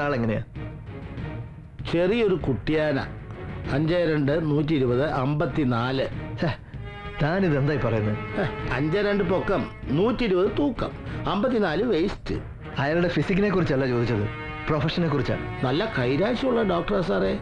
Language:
Malayalam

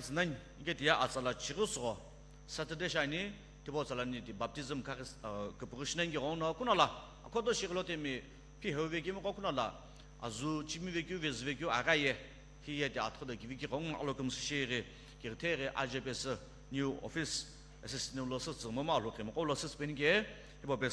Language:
Sumi Naga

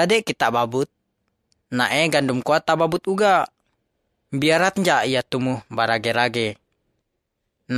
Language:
Malay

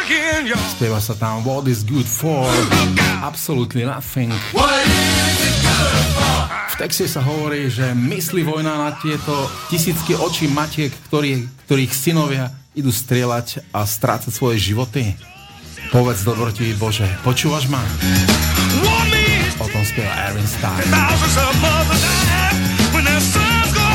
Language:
Slovak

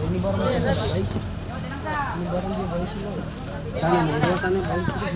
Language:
Ambonese Malay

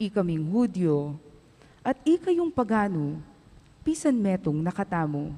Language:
Pampanga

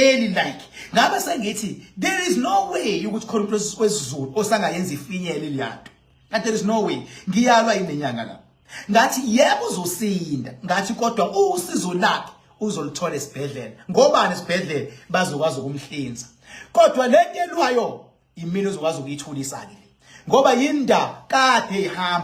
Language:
Zulu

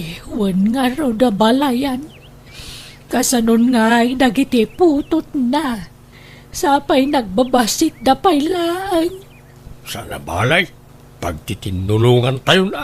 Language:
Iloko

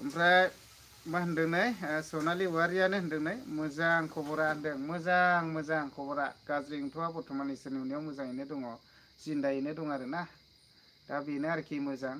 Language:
Bodo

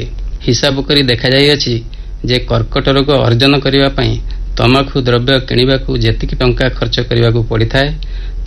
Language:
Odia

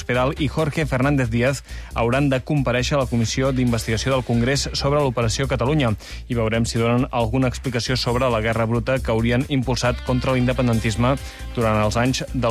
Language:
Catalan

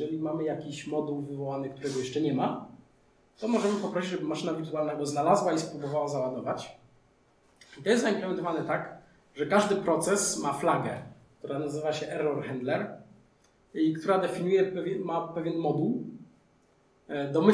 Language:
Polish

